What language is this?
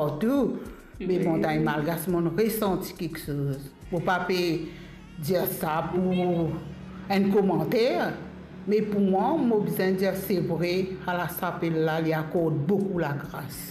Morisyen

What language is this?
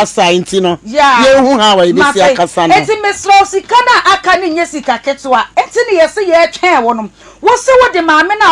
Akan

